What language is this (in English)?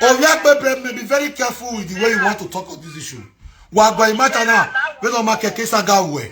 Nigerian Pidgin